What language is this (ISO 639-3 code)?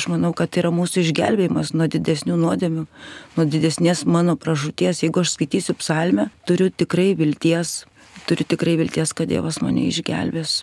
lit